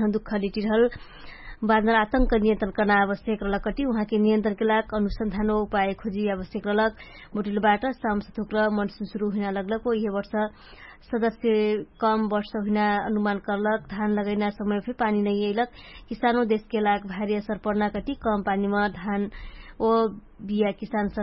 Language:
Dangaura Tharu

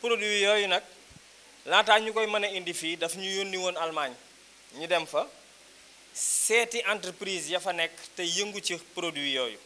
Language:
Wolof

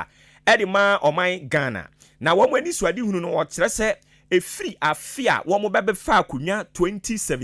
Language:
Akan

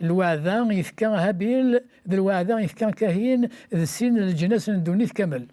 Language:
Kabyle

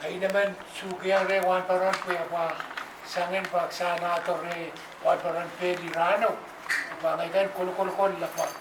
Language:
Pohnpeian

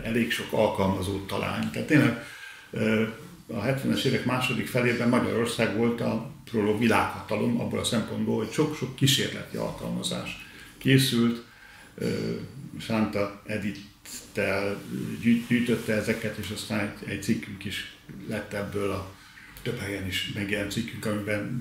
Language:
Hungarian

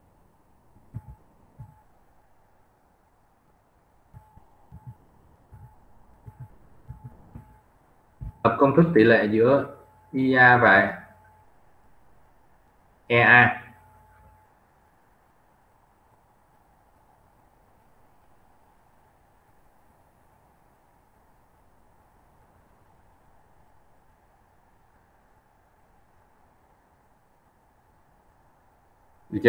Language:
Vietnamese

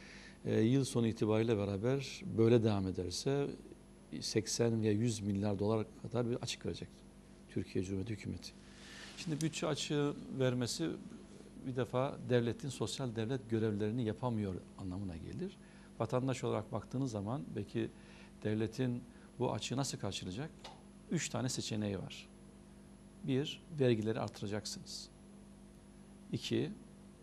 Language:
Turkish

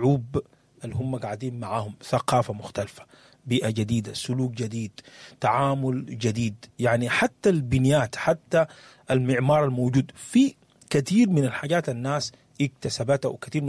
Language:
Sudanese Arabic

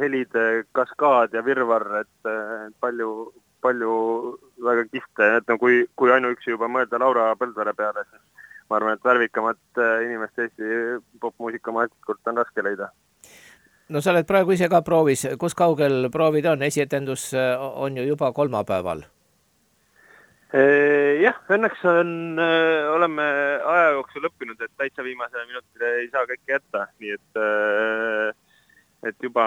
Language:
Estonian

